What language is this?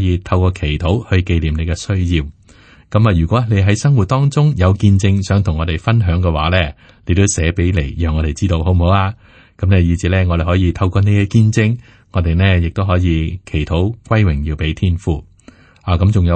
Cantonese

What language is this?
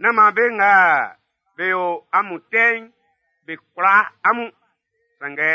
Baoulé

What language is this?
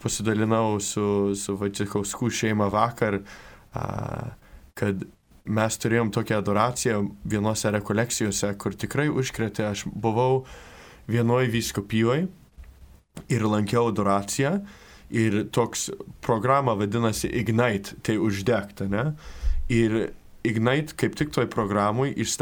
Lithuanian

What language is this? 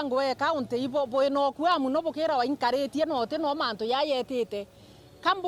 Meru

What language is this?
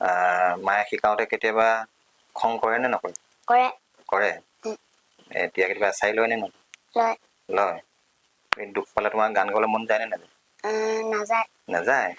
Assamese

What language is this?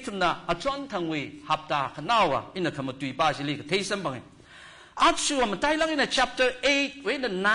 Tangkhul Naga (India)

